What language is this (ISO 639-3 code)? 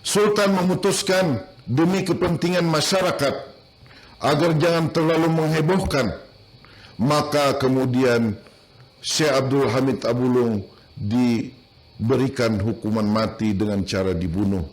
bjn